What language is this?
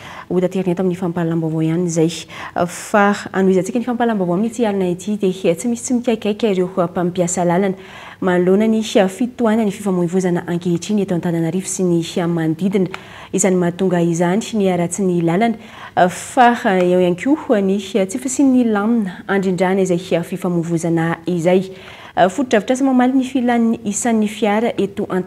Malagasy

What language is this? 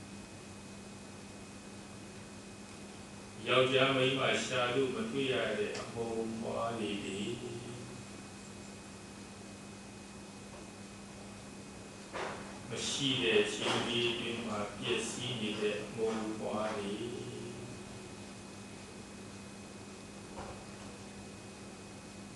Burmese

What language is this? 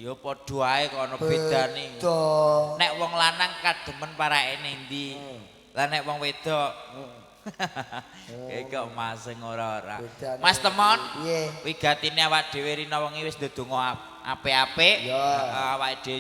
Javanese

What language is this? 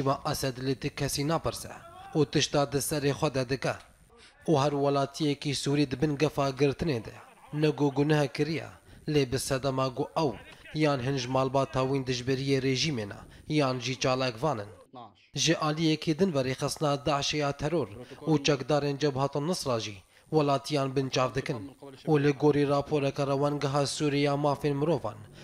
Kurdish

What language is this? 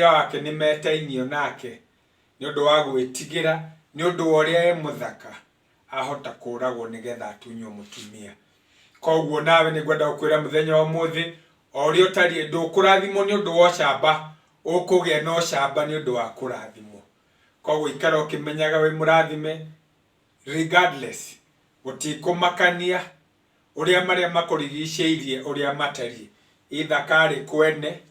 Kikuyu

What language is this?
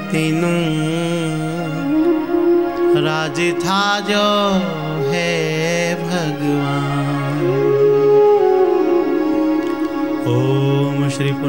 Gujarati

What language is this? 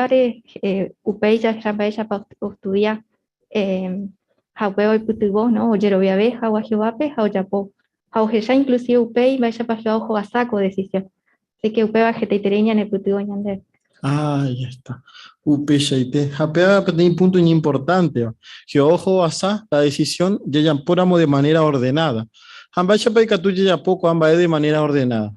Guarani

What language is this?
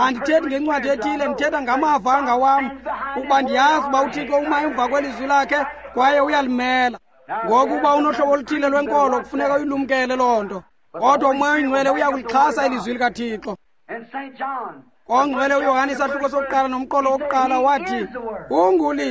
Xhosa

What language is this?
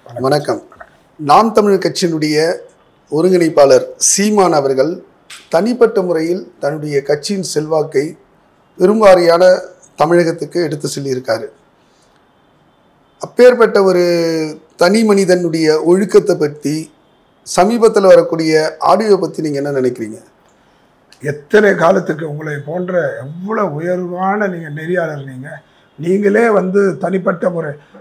Tamil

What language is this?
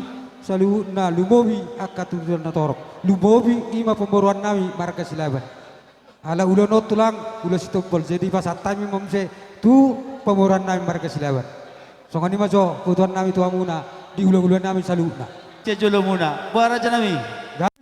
Batak Toba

